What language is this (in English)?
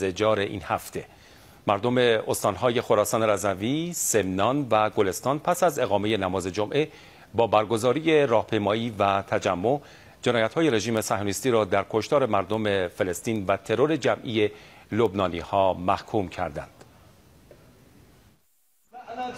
Persian